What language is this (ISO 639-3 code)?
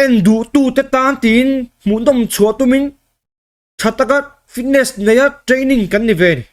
lus